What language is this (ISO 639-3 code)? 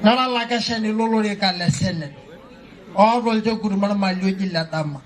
mas